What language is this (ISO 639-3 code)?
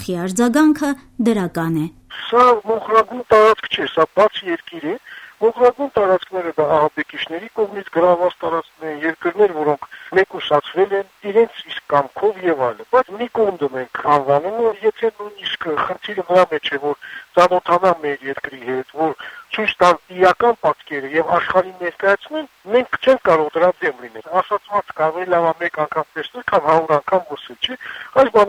hye